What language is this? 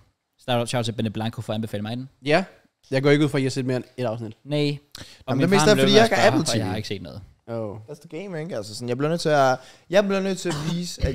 Danish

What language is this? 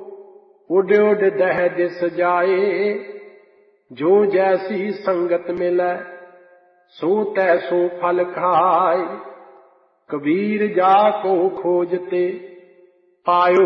Punjabi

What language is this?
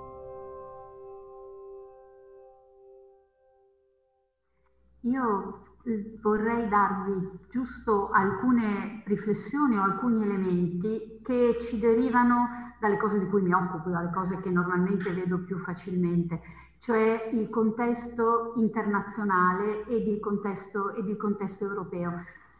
Italian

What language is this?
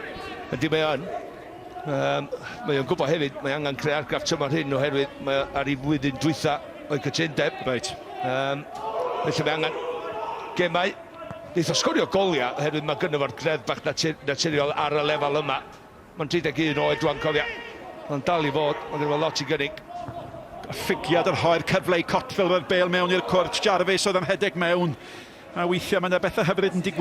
Welsh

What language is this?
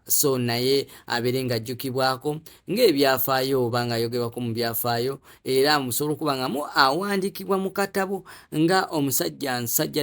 Ganda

